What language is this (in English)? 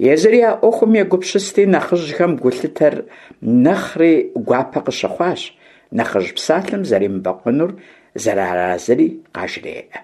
Kabardian